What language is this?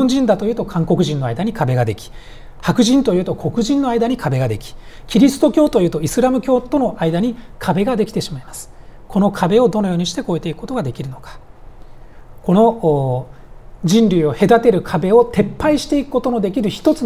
Japanese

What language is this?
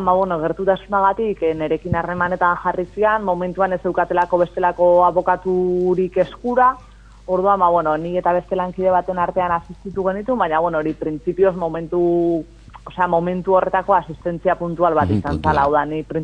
Basque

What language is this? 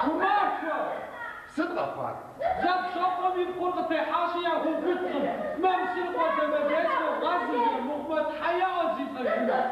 Kabardian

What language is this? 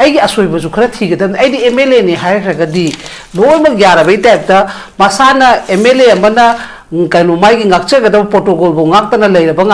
Manipuri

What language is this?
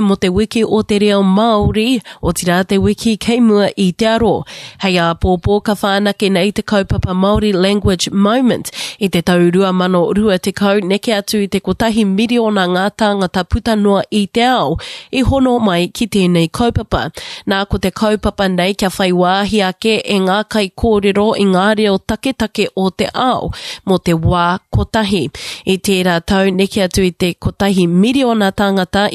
Māori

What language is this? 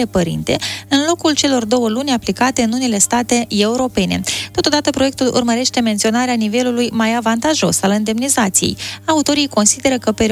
Romanian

